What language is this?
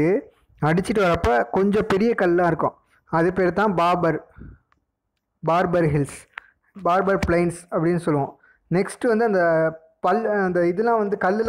Tamil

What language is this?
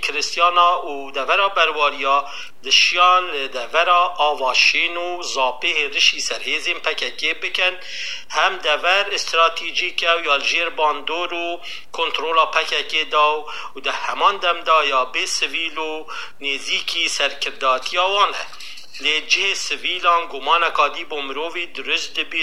Kurdish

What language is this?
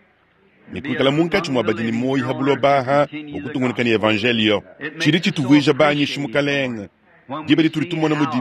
Luba-Lulua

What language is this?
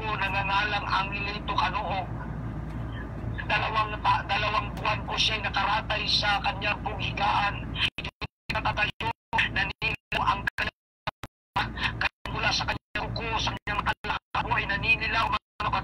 Filipino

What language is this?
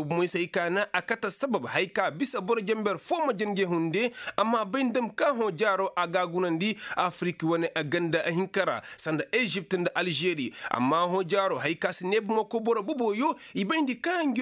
Koyraboro Senni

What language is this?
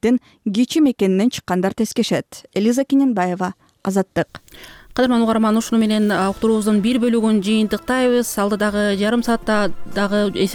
Kyrgyz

